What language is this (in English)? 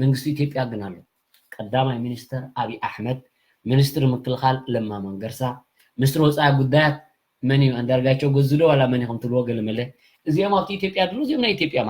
Tigrinya